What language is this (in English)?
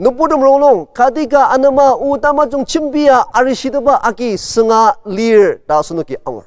Ao Naga